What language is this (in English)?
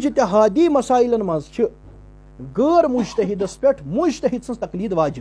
Kashmiri